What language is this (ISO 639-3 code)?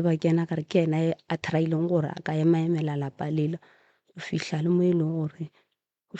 nso